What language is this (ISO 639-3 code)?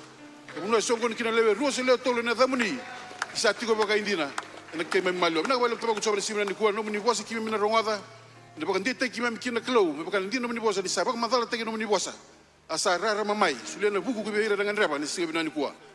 fij